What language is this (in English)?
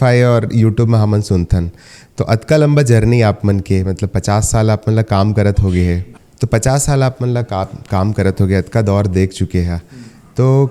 Chhattisgarhi